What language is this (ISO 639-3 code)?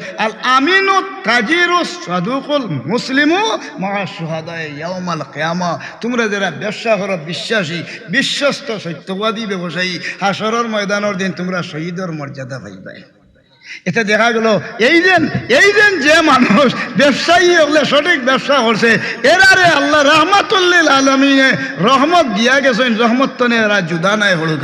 syl